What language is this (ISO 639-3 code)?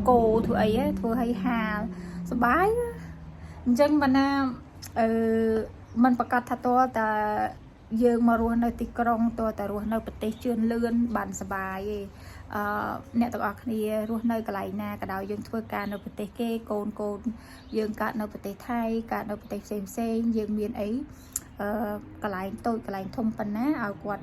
khm